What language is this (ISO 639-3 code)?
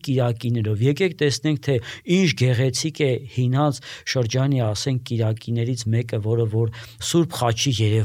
hye